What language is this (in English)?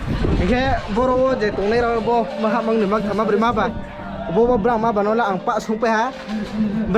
Riang (India)